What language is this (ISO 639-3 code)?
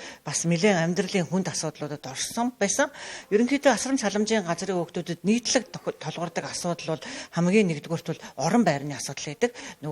mon